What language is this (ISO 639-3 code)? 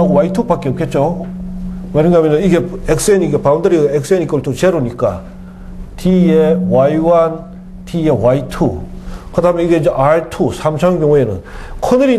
kor